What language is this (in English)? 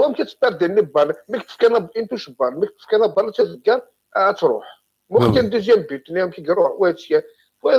Kabyle